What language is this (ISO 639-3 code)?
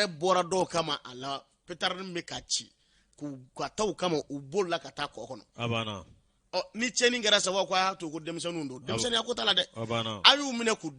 bam